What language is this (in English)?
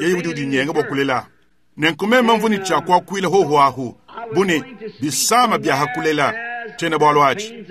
Luba-Lulua